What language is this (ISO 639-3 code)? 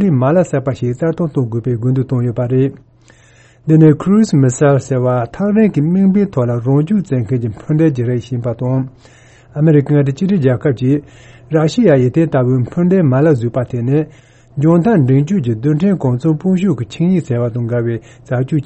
bod